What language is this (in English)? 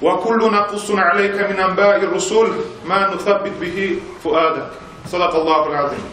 Kumyk